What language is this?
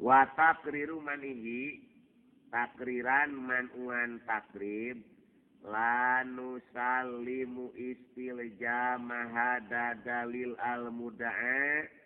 Sundanese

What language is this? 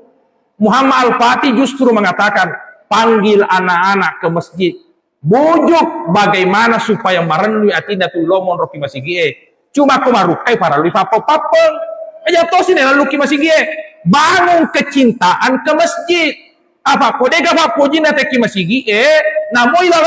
Buginese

